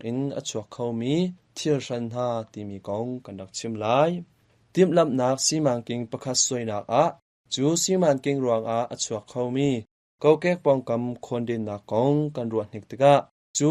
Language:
Hakha Chin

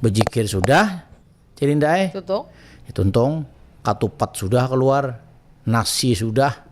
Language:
Banjar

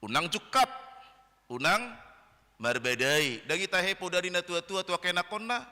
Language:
Batak Toba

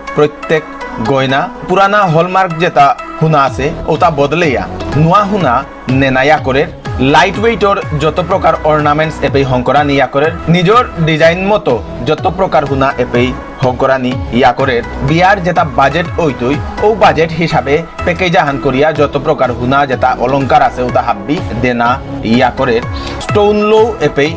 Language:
Bishnupriya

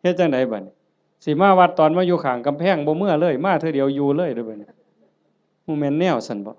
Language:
Northeastern Thai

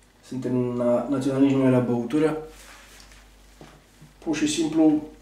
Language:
Romanian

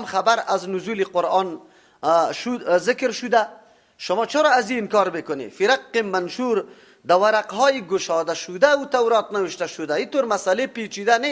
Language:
Persian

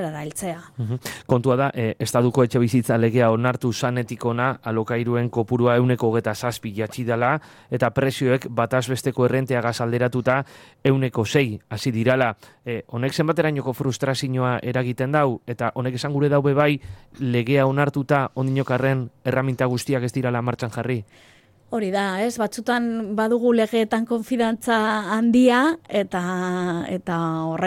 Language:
Basque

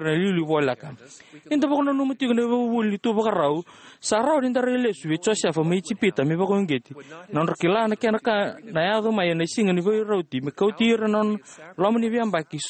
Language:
Fijian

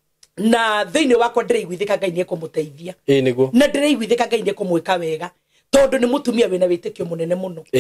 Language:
Kikuyu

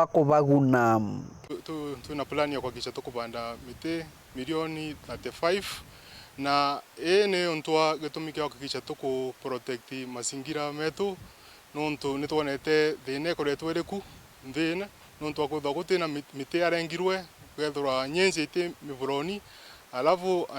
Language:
Meru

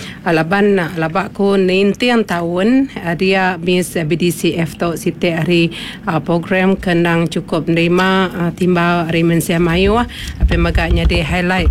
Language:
Iban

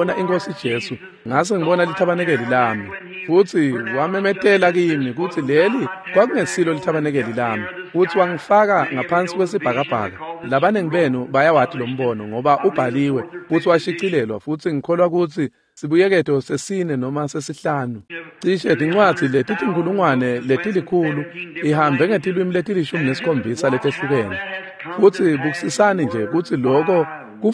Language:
Swati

